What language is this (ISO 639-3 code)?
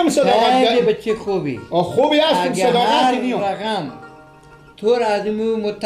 fas